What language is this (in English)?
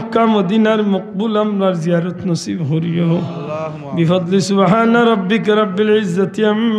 Sylheti